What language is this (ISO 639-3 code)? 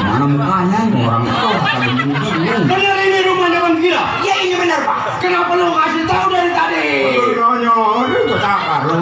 bew